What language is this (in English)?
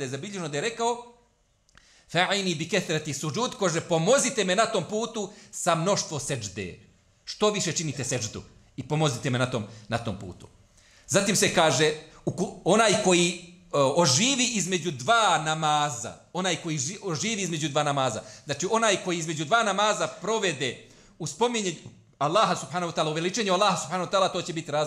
Bosnian